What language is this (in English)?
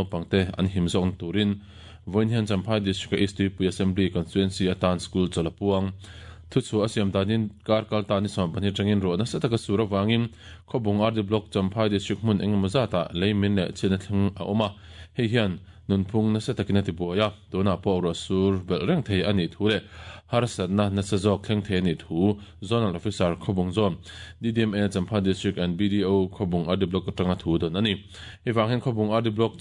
Mizo